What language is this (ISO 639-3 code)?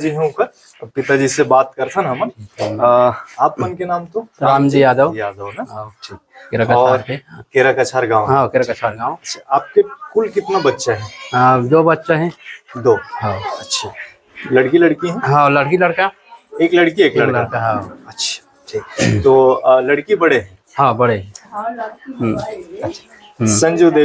hne